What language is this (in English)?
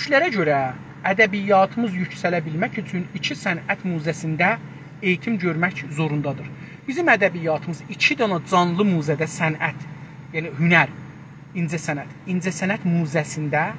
South Azerbaijani